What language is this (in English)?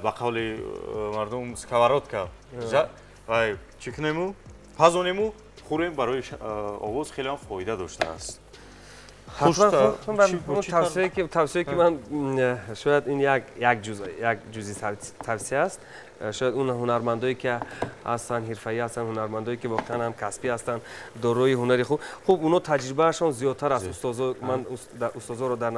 Tajik